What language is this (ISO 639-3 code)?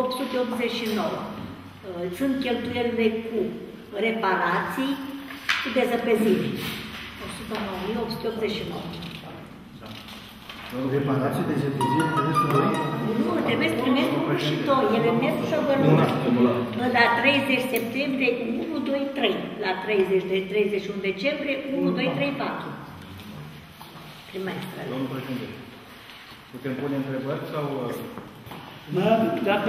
ron